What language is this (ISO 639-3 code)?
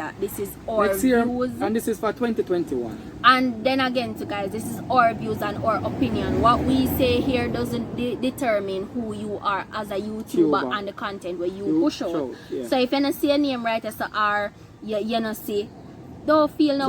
jam